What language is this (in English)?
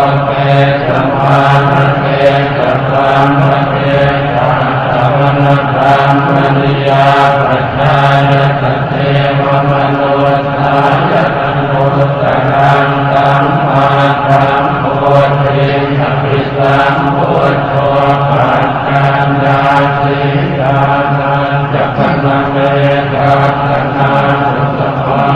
Pali